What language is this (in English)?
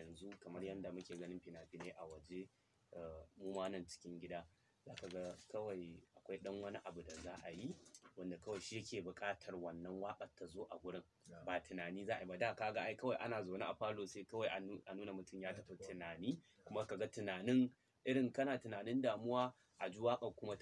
Hausa